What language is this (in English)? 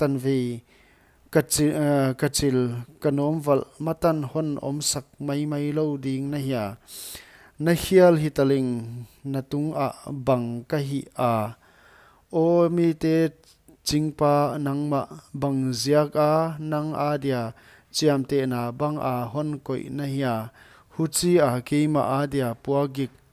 Paite Chin